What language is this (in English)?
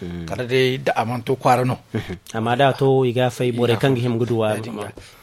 Zarma